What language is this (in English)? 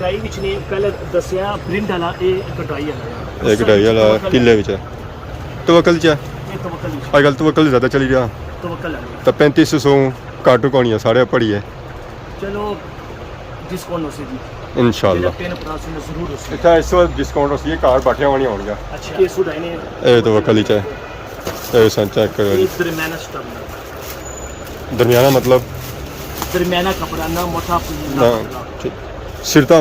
Pahari-Potwari